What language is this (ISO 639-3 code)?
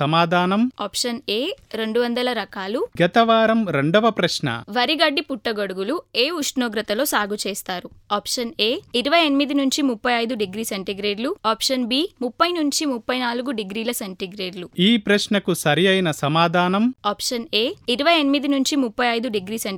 tel